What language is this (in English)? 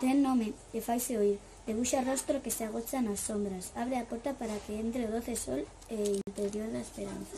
Galician